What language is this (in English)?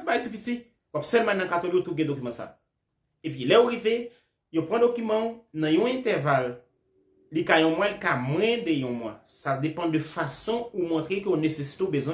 Haitian Creole